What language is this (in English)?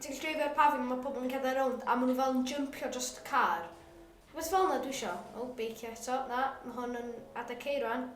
Welsh